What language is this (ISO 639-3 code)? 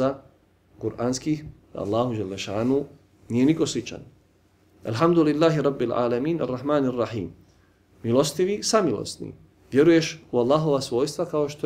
bos